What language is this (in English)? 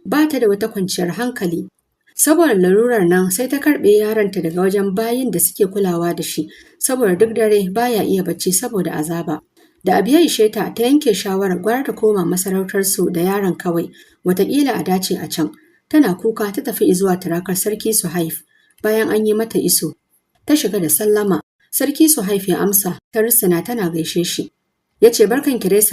Hausa